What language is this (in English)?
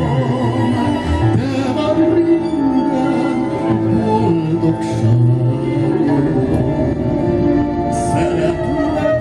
Hungarian